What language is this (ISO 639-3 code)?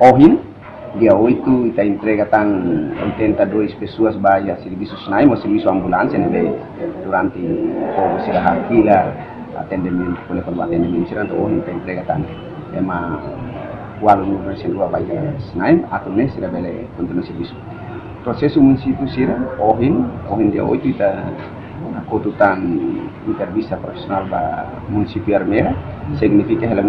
tet